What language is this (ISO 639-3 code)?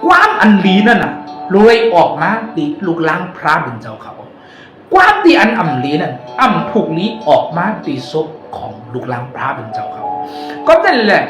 shn